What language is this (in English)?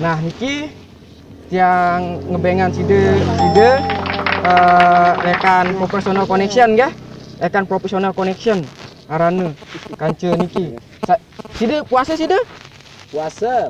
Sasak